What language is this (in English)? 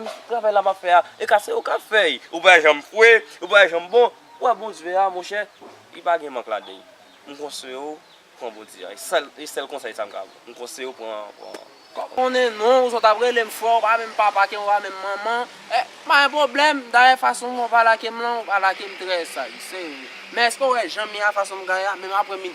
Haitian Creole